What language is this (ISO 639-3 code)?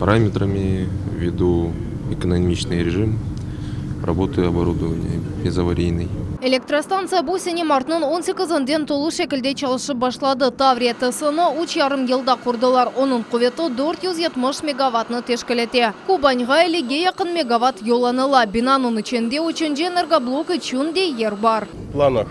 crh